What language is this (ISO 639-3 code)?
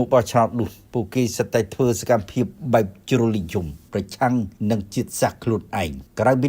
khm